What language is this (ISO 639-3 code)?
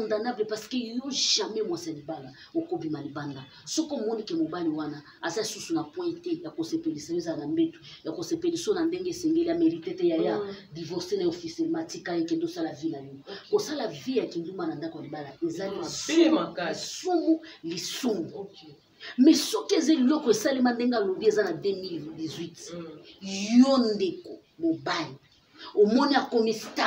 lin